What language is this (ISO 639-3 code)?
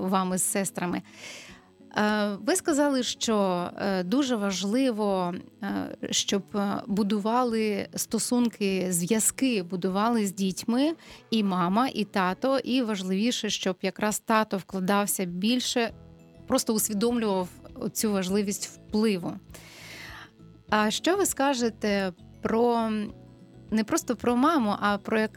ukr